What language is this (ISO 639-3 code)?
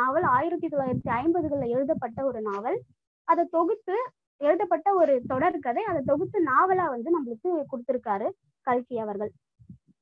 tam